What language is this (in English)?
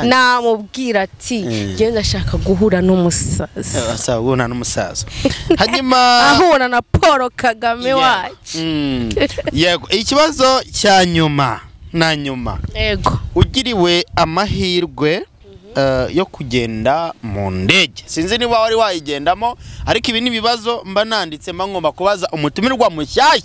Kinyarwanda